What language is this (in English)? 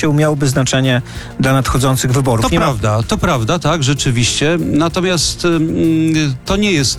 Polish